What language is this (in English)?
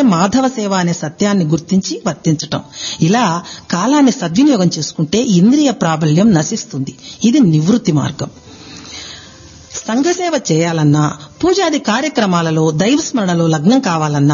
Telugu